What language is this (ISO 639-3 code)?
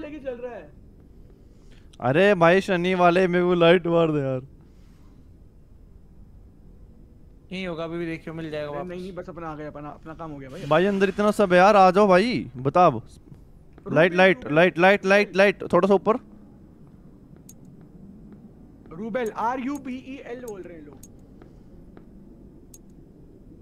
hin